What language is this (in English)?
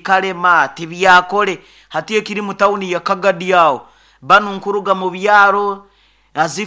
Nyoro